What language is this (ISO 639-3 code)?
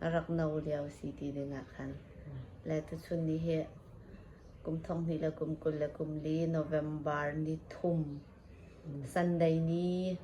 cnh